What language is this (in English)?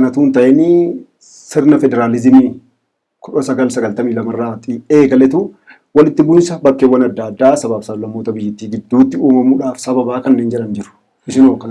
Oromo